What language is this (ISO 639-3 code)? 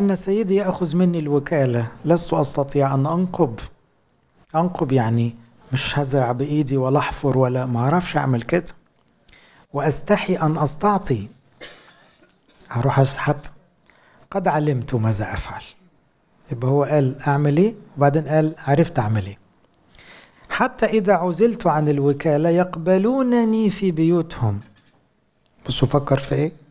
arz